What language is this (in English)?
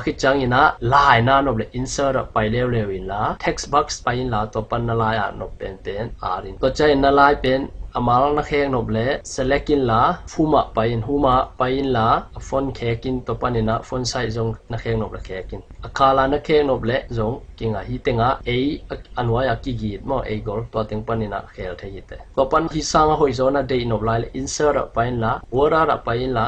Tedim Chin